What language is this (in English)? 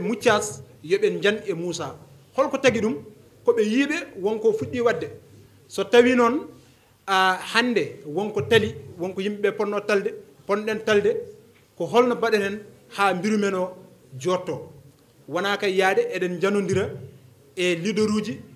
Fula